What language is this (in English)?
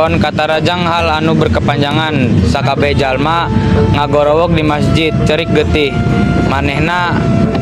Sundanese